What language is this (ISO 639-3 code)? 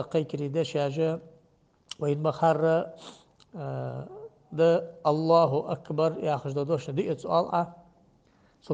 inh